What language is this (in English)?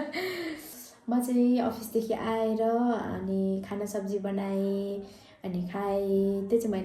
Nepali